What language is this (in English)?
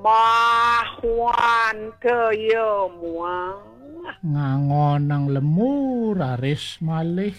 Balinese